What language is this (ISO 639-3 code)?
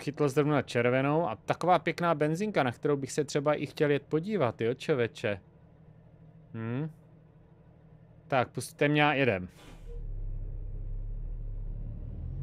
ces